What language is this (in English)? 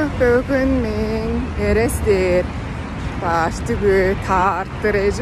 Tuvinian